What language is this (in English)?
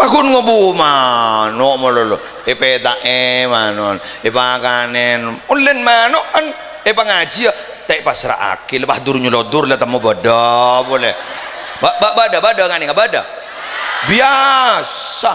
Madurese